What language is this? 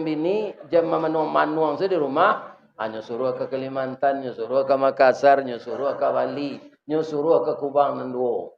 Minangkabau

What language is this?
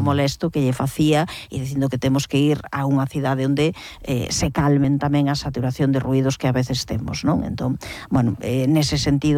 Galician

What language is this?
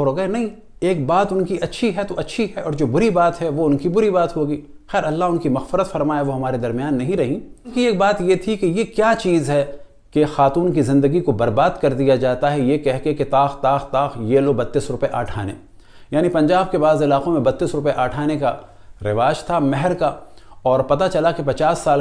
Urdu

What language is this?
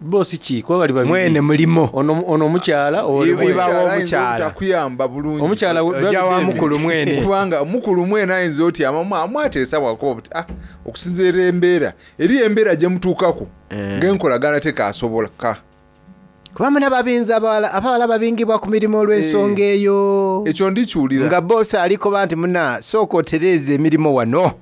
Soga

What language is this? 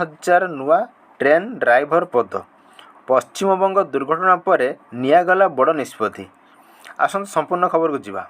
Odia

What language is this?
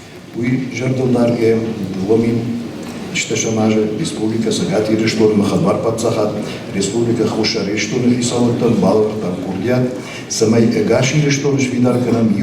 Ossetic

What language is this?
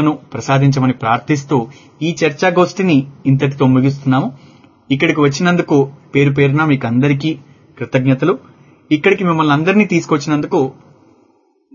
Telugu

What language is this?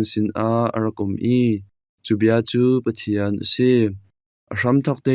Hakha Chin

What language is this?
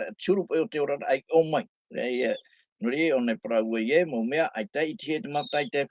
Tahitian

